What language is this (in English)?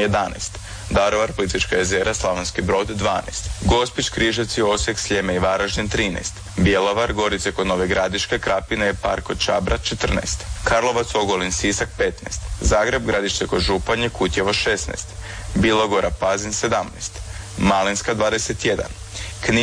Croatian